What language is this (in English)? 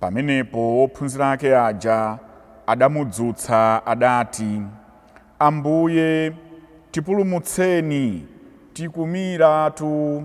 Nyanja